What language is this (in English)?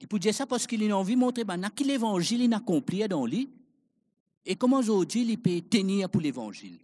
Morisyen